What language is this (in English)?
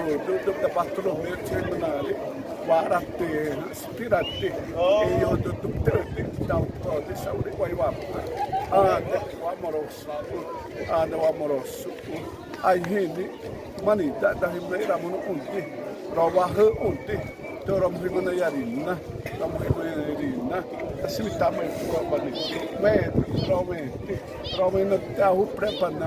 Xavánte